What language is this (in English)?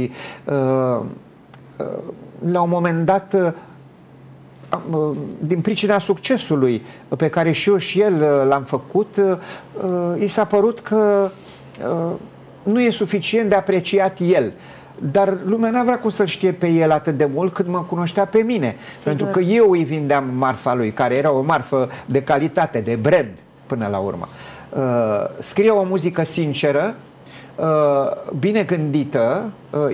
Romanian